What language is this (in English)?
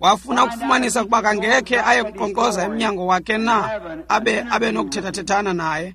Xhosa